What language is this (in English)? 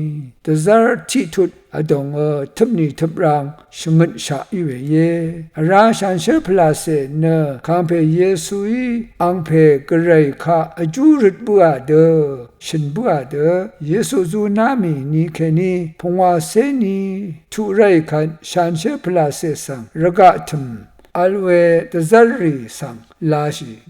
Rawang